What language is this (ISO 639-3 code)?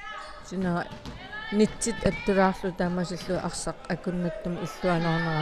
kal